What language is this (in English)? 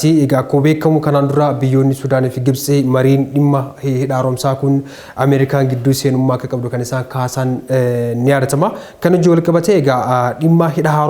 Oromo